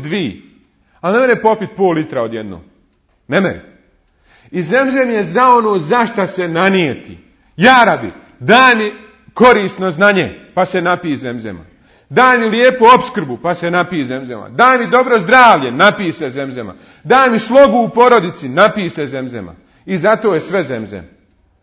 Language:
Bosnian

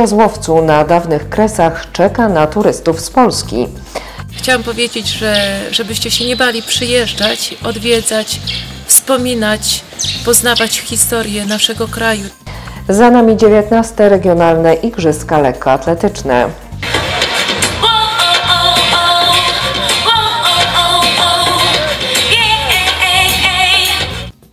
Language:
Polish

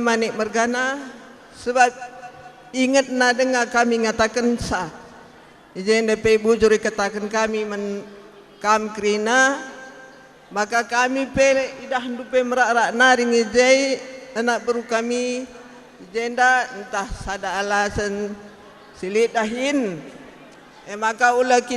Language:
Batak Karo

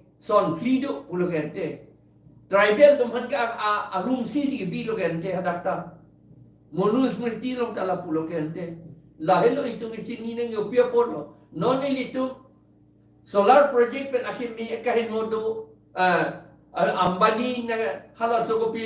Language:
Karbi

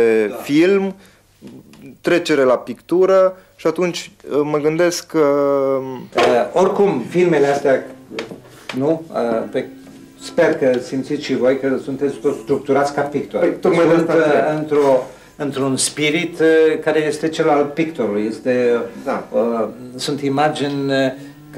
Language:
Romanian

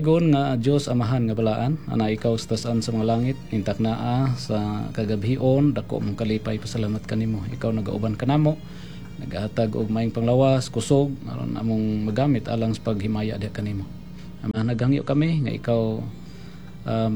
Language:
Cebuano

